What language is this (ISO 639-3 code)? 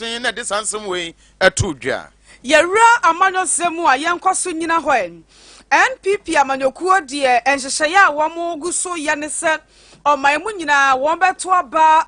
aka